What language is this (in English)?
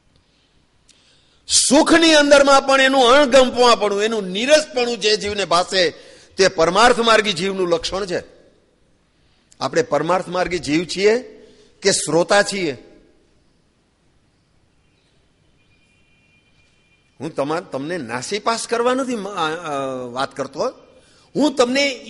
Gujarati